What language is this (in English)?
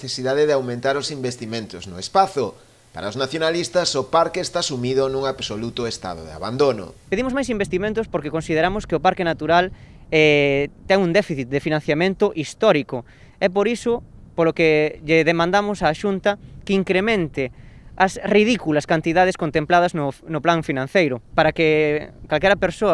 Galician